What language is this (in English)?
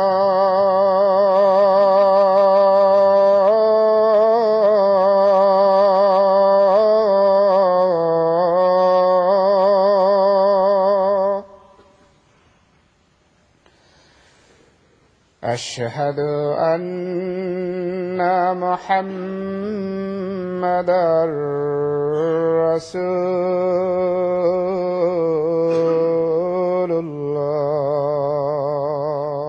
Bangla